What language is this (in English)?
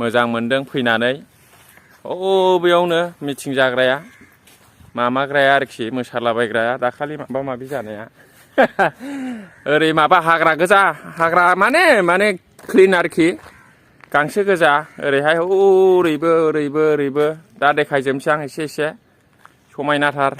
Bodo